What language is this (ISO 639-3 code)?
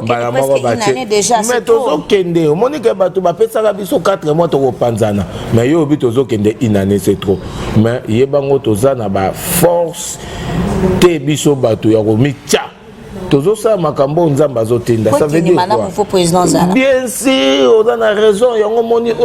lin